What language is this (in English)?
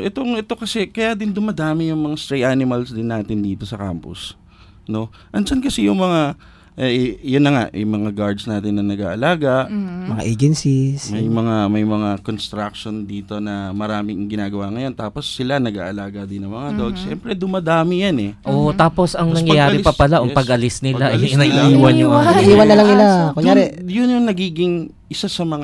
Filipino